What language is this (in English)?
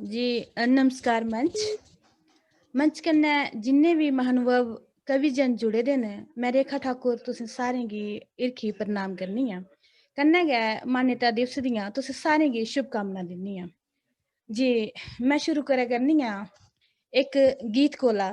Dogri